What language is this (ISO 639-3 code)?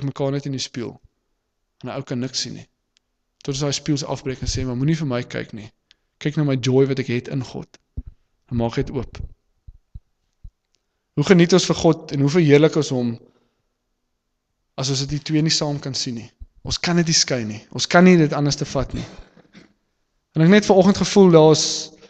afr